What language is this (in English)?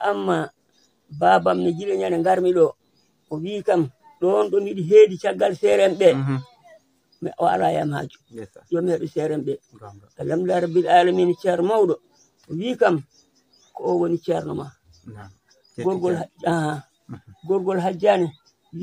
Fula